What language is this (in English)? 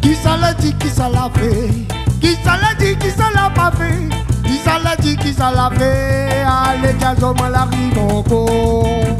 Réunion Creole French